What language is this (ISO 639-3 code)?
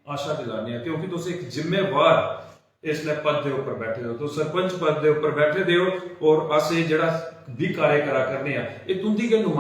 doi